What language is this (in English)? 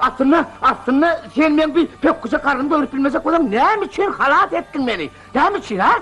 Turkmen